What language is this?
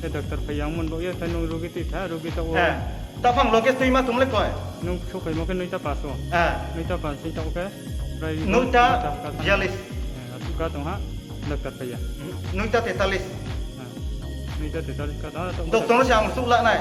Riang (India)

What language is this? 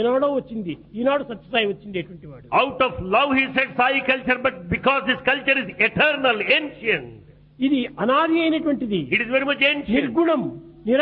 Telugu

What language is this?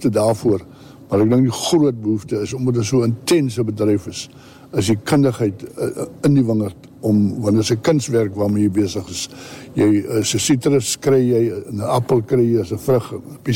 Afrikaans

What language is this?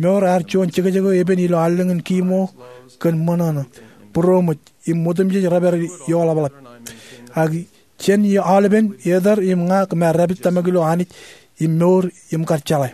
Marshallese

